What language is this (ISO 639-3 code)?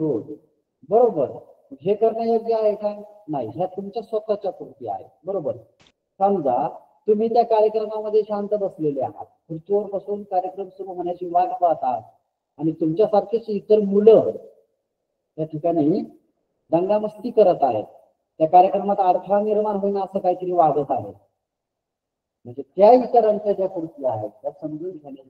mar